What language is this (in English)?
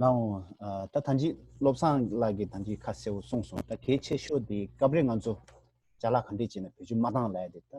Tibetan